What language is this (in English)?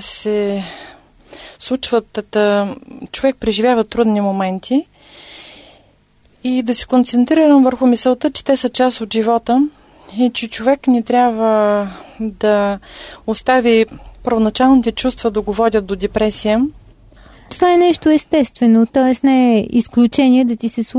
Bulgarian